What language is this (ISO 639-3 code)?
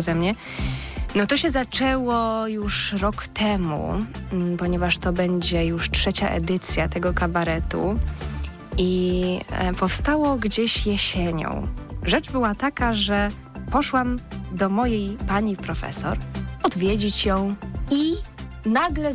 pol